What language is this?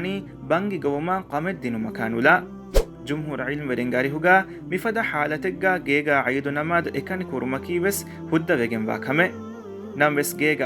Divehi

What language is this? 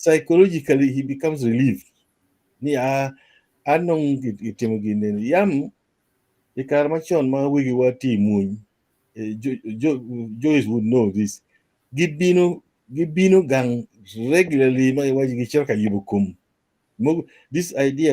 Acoli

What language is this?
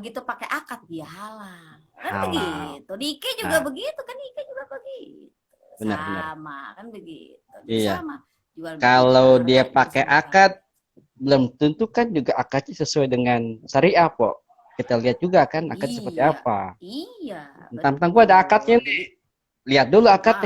Betawi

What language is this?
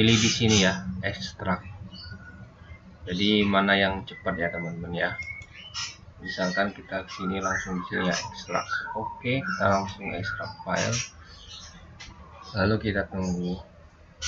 Indonesian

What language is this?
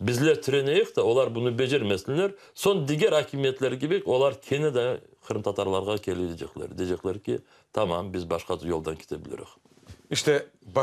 Crimean Tatar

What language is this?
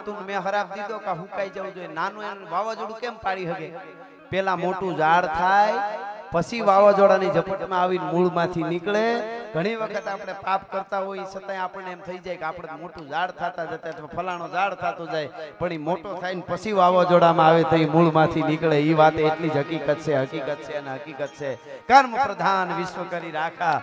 Gujarati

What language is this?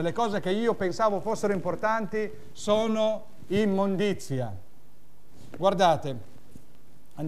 Italian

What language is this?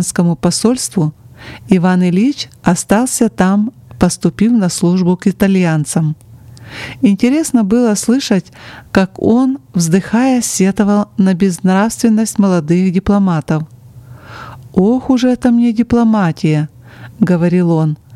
Russian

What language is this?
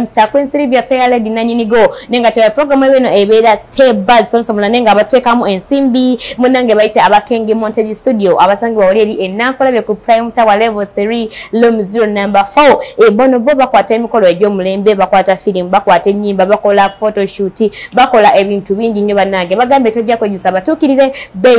Ganda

